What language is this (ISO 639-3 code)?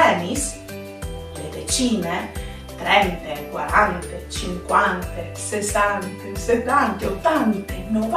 fur